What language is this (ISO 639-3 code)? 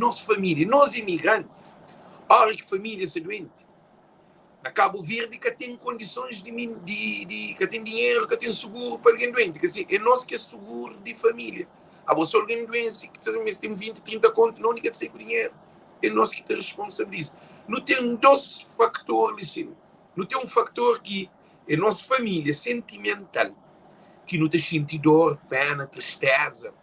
kea